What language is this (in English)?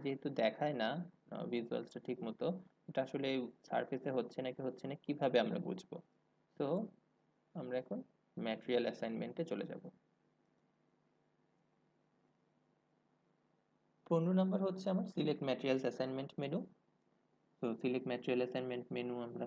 Bangla